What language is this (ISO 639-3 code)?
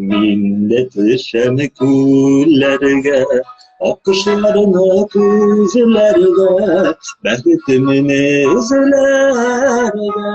tat